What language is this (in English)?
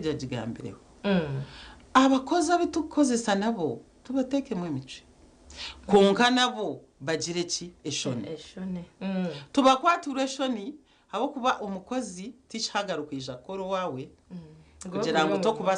Nyankole